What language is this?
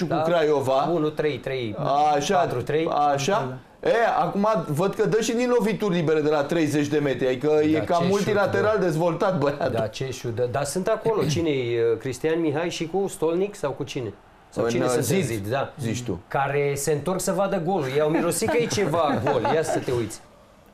Romanian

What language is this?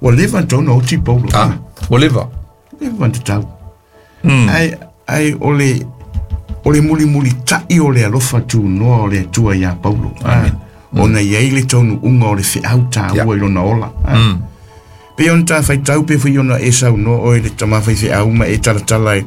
Samoan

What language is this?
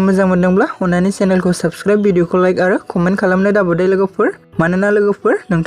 Bodo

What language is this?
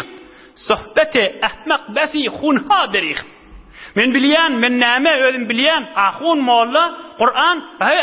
Turkmen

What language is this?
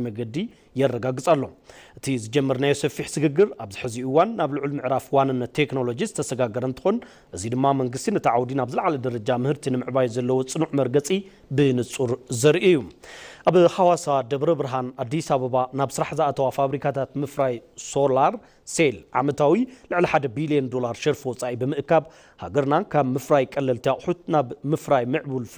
Tigrinya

